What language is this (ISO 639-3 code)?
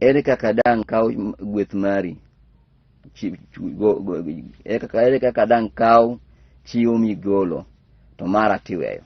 luo